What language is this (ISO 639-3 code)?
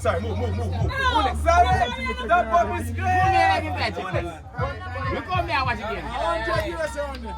jam